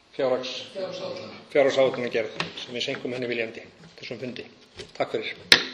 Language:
Icelandic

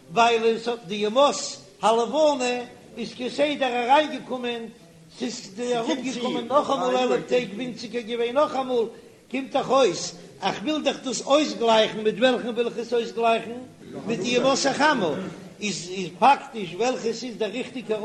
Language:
Yiddish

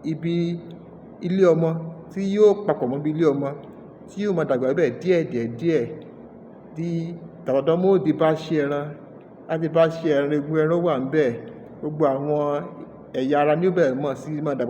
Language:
Yoruba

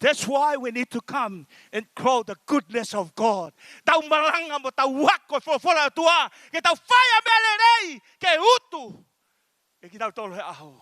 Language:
Tongan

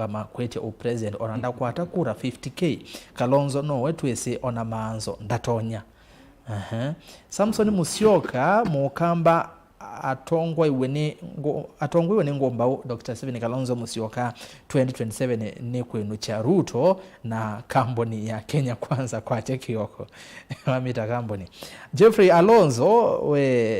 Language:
Kamba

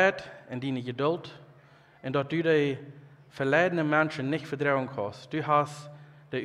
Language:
Plautdietsch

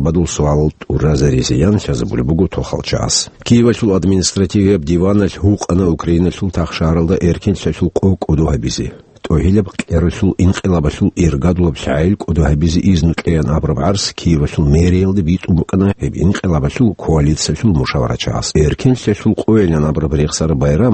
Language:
Avaric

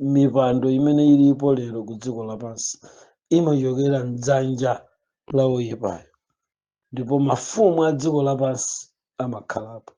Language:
Nyanja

